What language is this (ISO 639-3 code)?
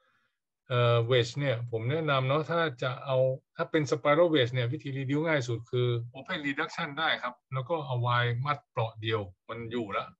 tha